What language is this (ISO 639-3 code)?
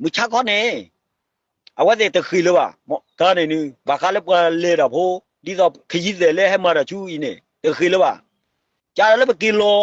ksw